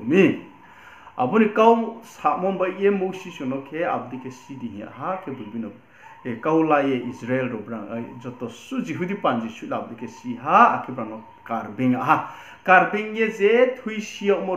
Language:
Riang (India)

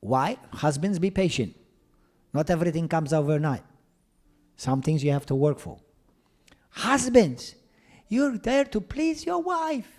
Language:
English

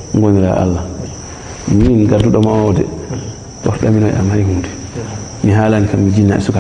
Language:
Fula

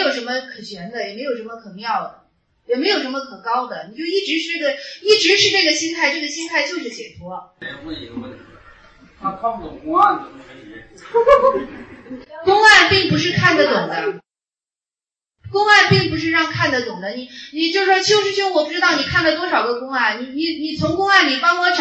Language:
Chinese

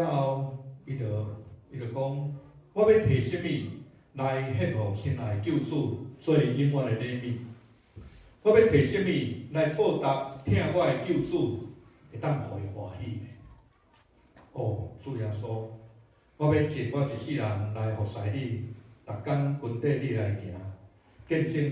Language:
Min Nan Chinese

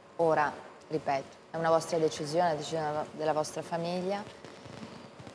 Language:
Italian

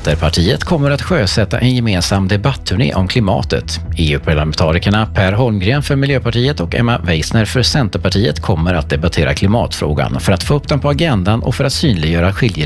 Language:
Swedish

